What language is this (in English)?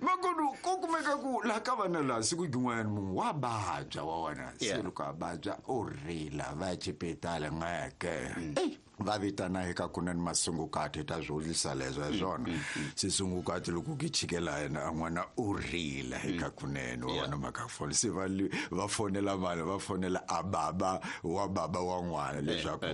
Tsonga